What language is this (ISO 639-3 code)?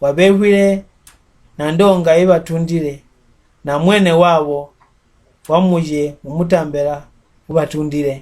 mck